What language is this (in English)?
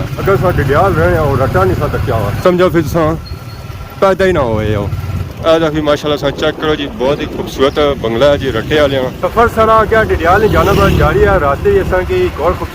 Pahari-Potwari